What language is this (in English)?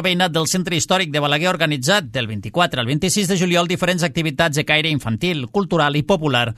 Catalan